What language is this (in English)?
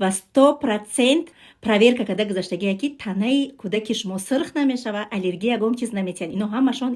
Tajik